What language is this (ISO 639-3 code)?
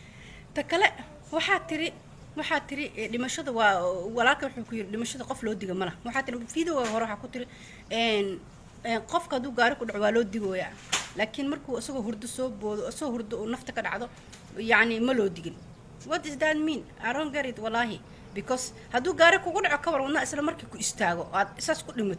som